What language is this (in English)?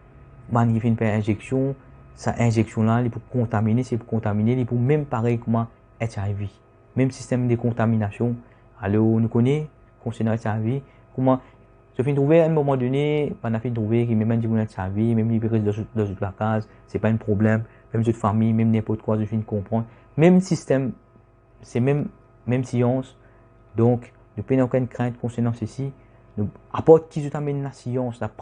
Morisyen